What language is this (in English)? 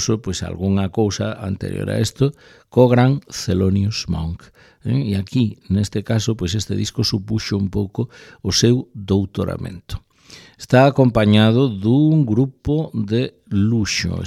Galician